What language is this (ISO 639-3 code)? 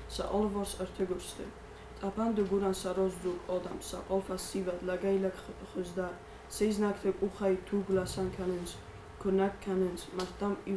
oss